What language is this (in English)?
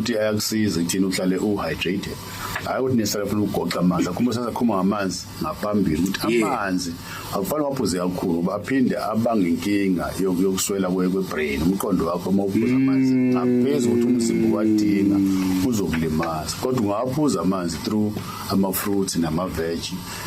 Zulu